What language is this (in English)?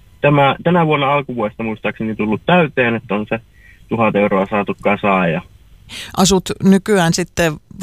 Finnish